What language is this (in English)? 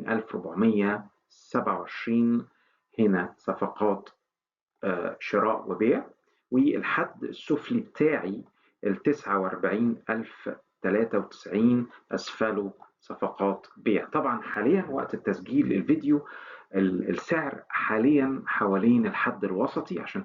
Egyptian Arabic